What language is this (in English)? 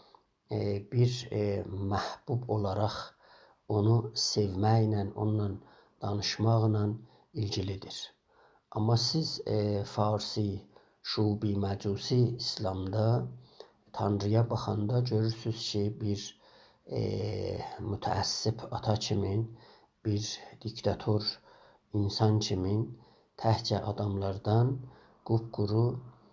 South Azerbaijani